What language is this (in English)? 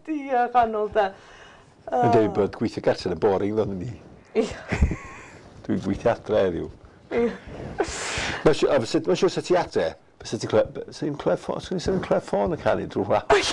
Welsh